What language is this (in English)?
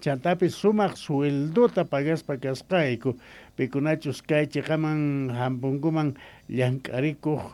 Quechua